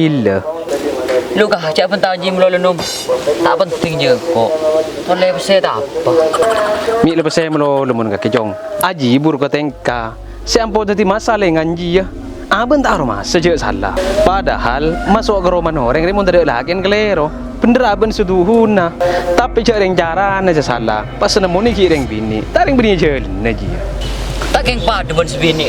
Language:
Madurese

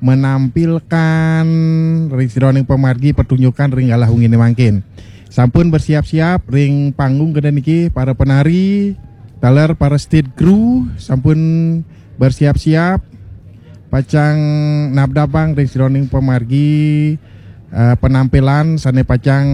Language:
Balinese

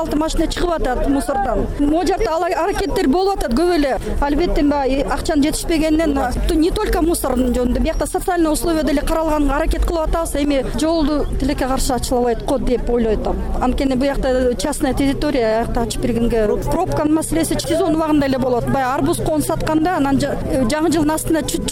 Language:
Kyrgyz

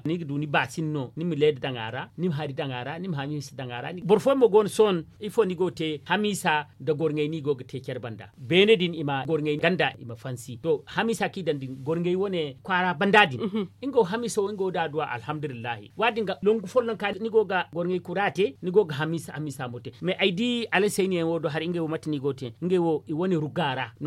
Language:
Zarma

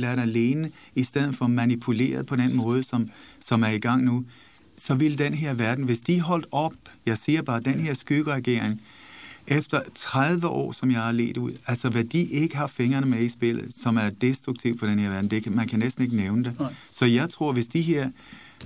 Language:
Danish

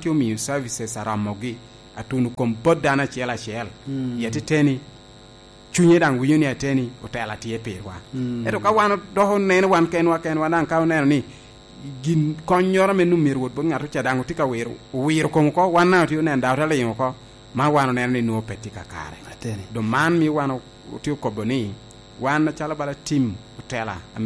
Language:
Lango (Uganda)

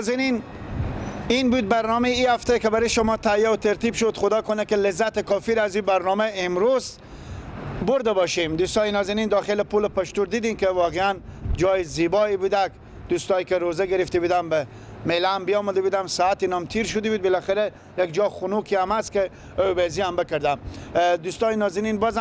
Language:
Persian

